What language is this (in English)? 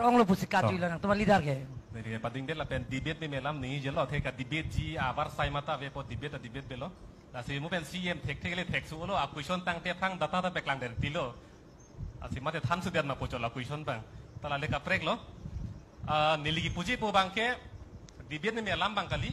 Karbi